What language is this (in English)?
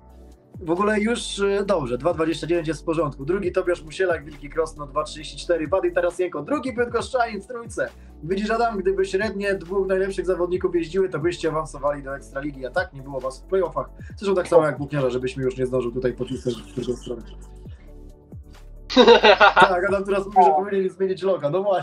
Polish